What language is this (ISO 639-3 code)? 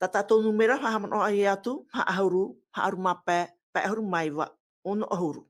tah